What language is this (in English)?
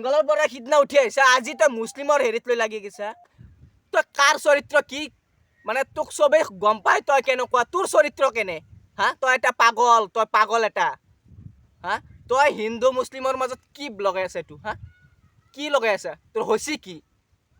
Assamese